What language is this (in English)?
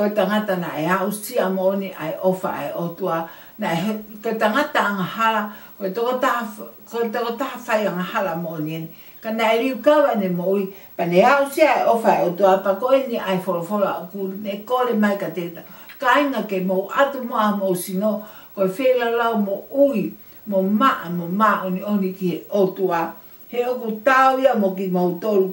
Tongan